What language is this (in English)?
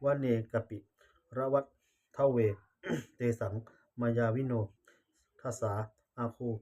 Pali